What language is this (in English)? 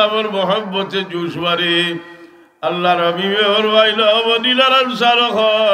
Sylheti